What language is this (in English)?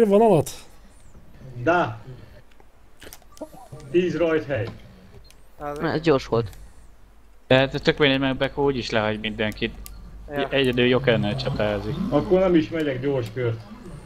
Hungarian